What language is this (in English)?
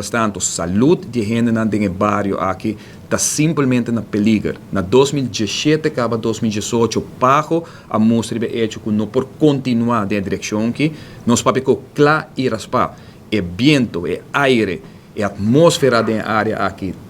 Papiamento